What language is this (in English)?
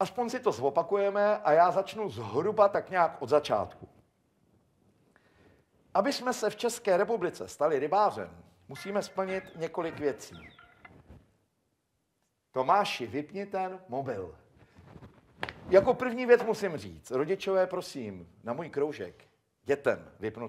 Czech